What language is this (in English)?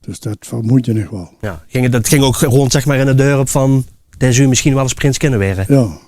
Limburgish